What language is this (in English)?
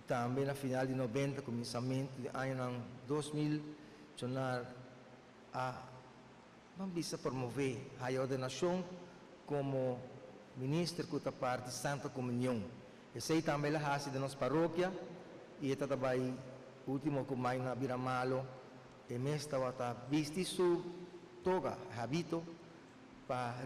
Papiamento